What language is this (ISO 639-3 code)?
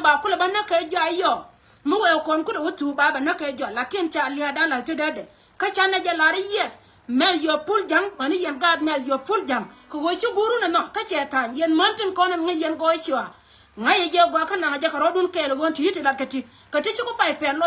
nus